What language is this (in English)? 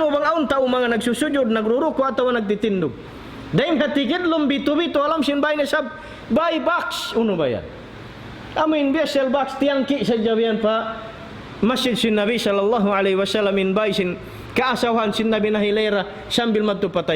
Tausug